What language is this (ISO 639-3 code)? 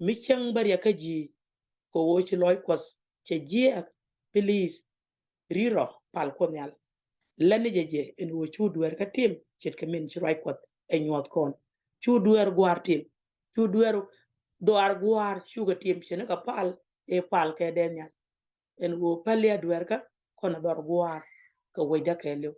nus